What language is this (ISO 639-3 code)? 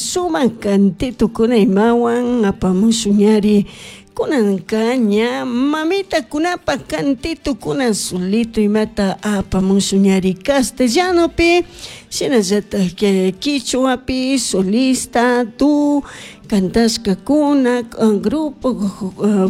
qug